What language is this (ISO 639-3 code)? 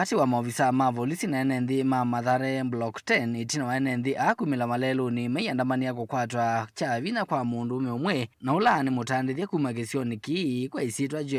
kam